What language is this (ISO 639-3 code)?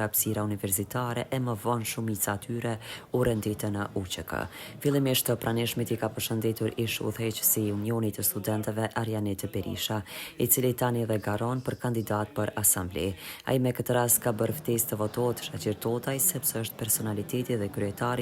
sqi